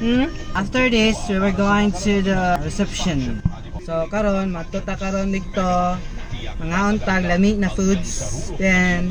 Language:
Cebuano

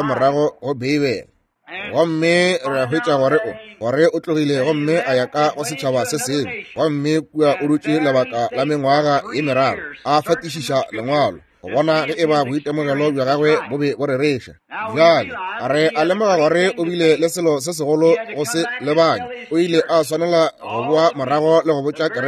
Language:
Northern Sotho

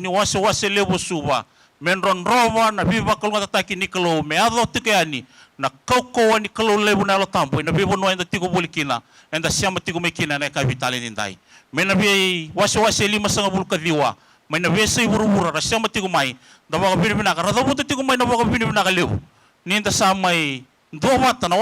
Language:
Fijian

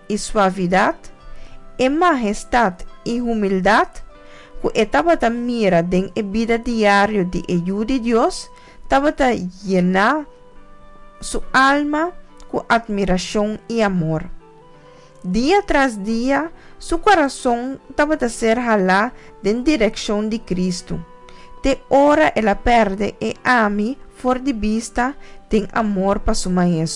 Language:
Papiamento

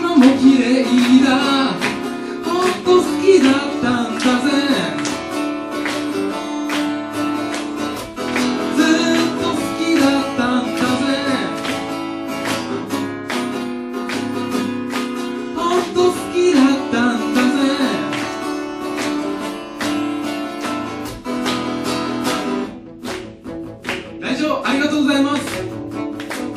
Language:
Japanese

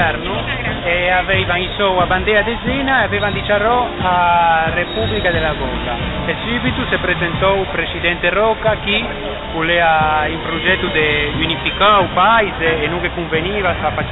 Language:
Ligurian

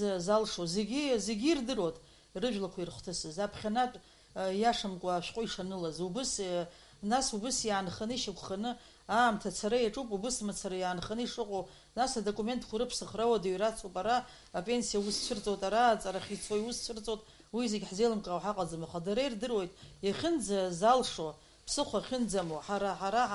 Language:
Abkhazian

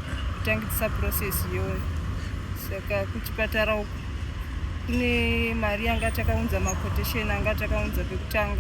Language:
Shona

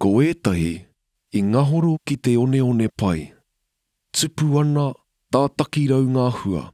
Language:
Māori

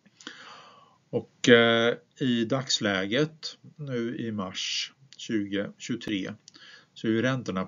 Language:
Swedish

